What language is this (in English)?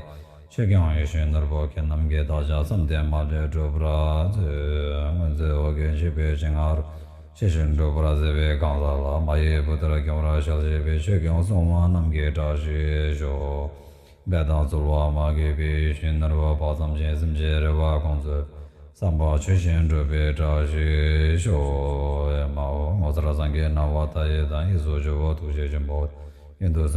Tibetan